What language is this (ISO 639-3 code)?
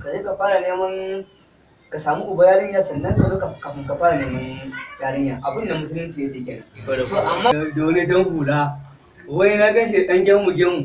hau